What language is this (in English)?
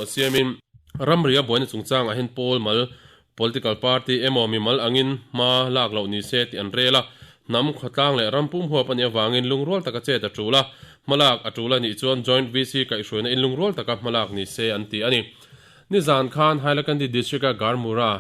Mizo